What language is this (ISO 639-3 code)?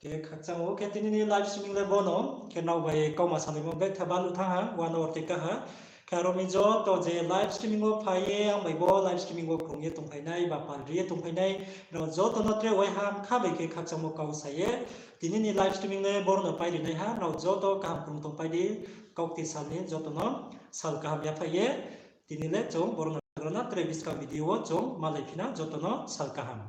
ria